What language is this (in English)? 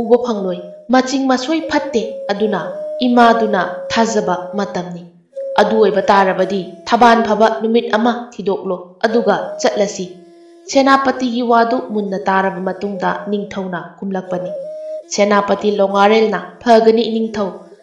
Manipuri